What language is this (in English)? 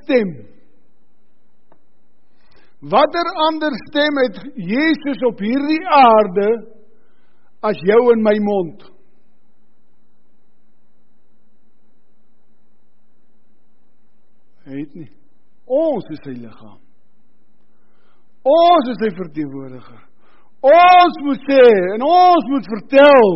Afrikaans